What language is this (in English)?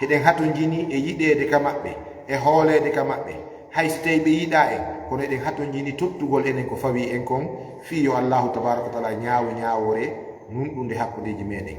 Fula